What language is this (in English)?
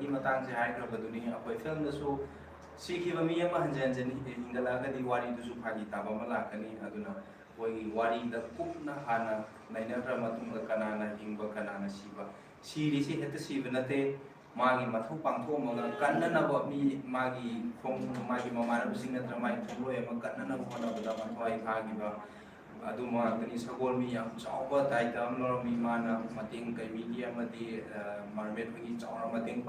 Manipuri